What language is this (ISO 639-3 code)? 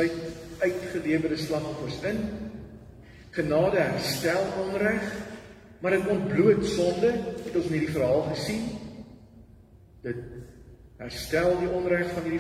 afr